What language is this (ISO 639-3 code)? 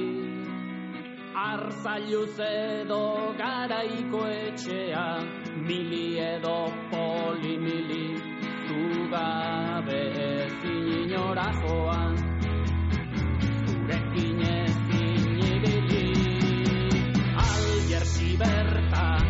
eus